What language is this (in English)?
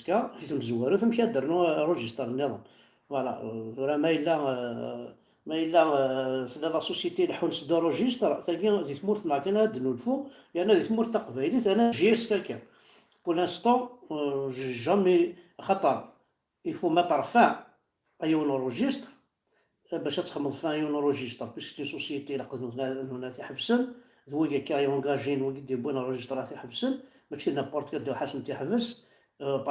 Kabyle